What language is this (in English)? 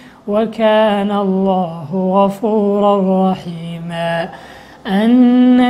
Arabic